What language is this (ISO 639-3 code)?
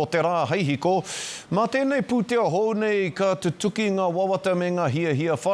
mri